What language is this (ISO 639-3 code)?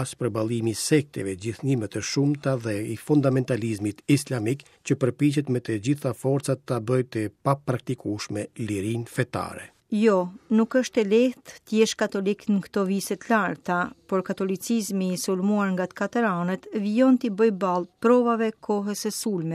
sqi